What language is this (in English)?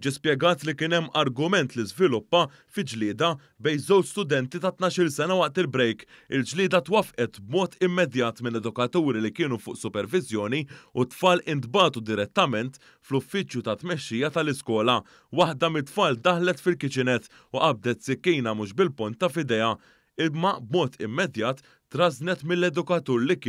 Maltese